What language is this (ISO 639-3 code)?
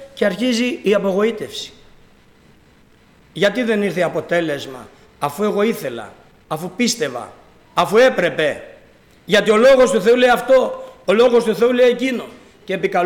ell